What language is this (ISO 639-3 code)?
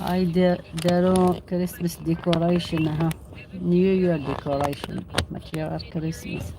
arq